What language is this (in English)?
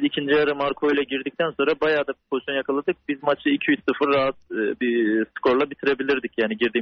Turkish